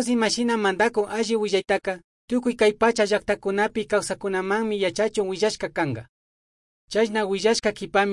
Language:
Chimborazo Highland Quichua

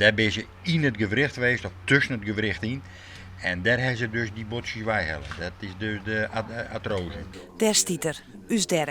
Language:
Western Frisian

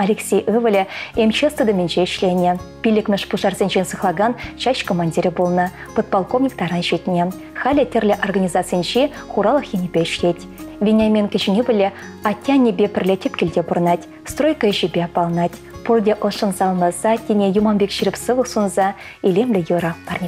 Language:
Chuvash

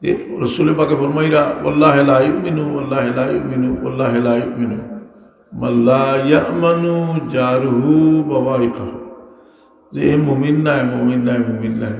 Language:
Sylheti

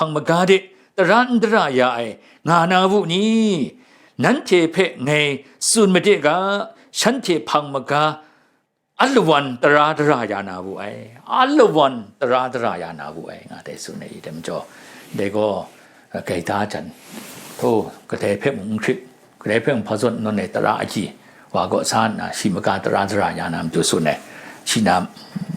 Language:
Kachin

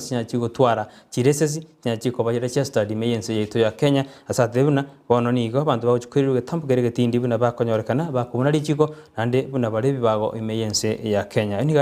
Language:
Gusii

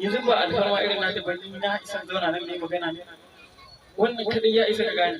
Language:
Hausa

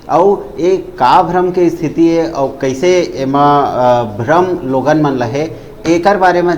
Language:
Chhattisgarhi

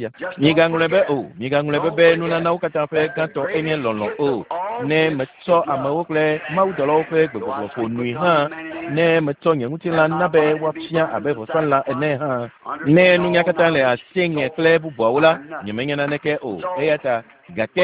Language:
Ewe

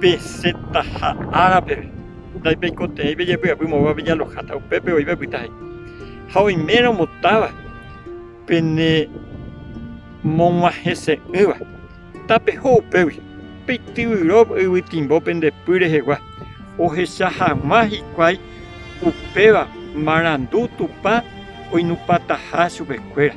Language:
Guarani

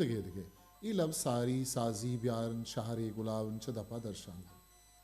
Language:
Eastern Balochi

